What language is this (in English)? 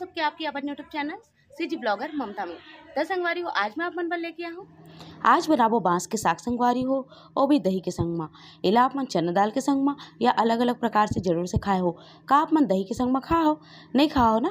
Chhattisgarhi